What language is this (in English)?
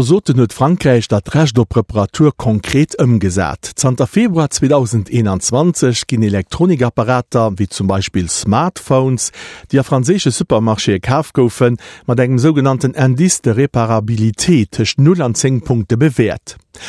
Luxembourgish